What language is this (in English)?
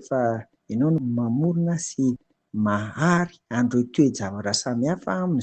Malagasy